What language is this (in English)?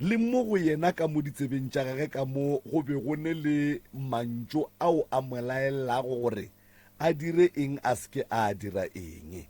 Northern Sotho